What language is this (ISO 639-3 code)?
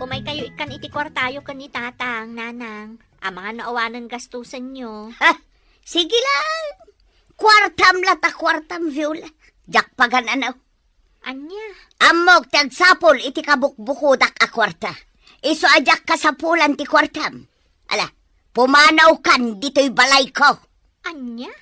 ilo